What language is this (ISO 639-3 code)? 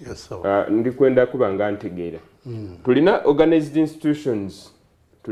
xog